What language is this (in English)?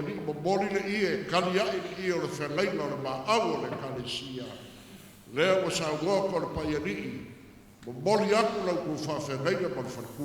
Samoan